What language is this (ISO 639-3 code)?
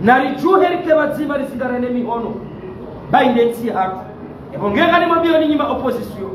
zdj